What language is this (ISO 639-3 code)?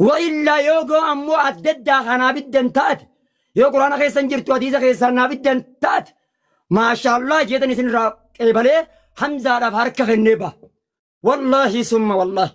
orm